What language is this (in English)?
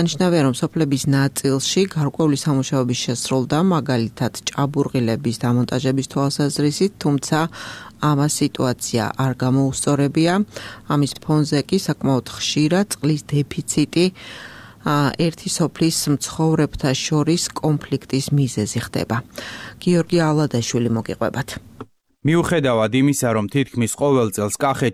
Georgian